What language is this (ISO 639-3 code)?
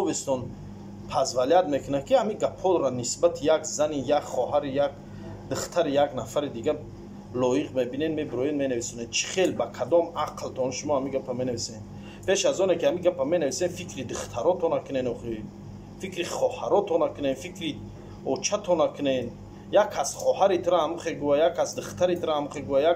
tgk